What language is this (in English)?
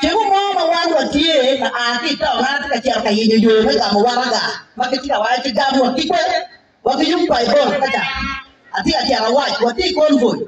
Acoli